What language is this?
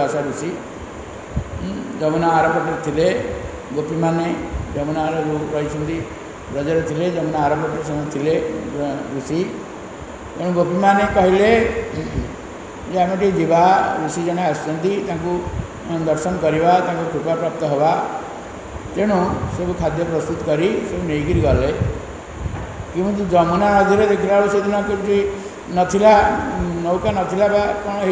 Odia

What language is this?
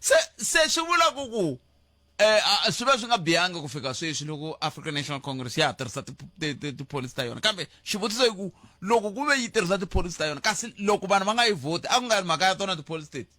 Tsonga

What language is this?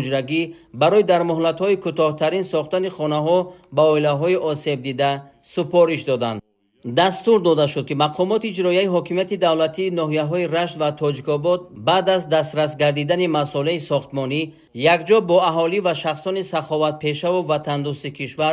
Tajik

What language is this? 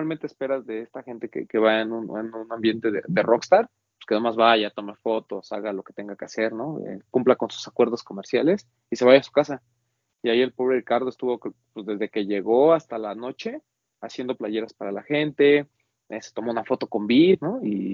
Spanish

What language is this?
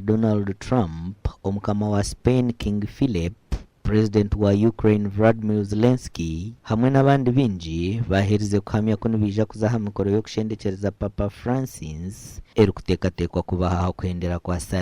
Nyankole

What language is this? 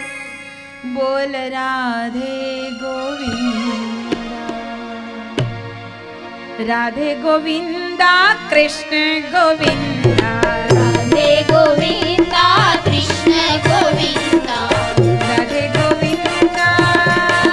Gujarati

